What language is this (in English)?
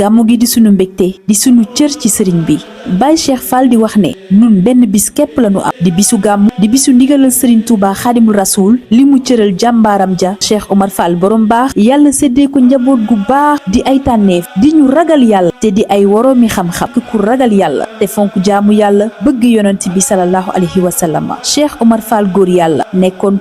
Wolof